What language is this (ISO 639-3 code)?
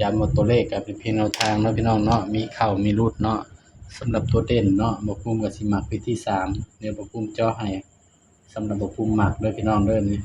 tts